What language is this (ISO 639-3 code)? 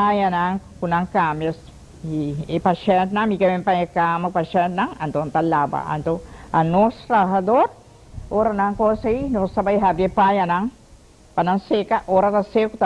pap